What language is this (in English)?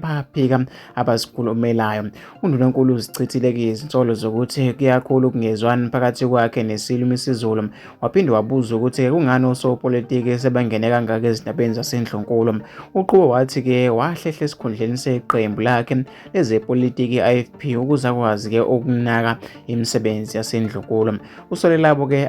Zulu